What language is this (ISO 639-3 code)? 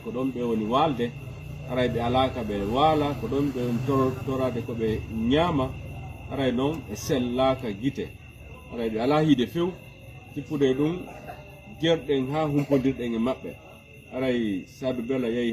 ful